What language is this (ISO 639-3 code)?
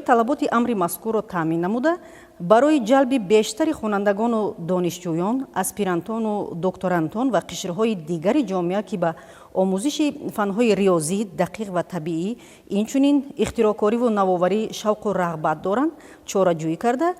tgk